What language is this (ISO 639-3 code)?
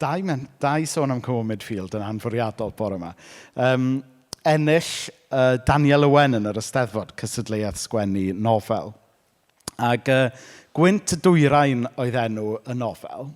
cym